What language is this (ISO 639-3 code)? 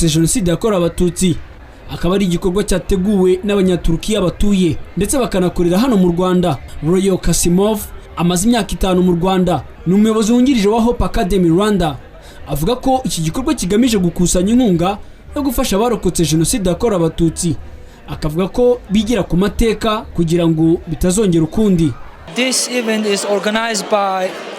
kin